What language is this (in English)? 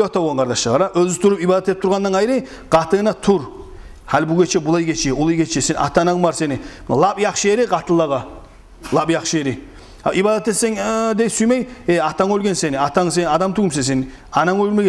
Kumyk